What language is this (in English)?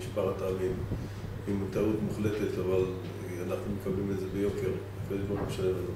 Hebrew